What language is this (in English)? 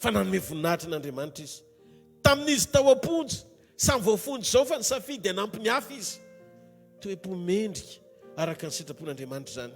Malagasy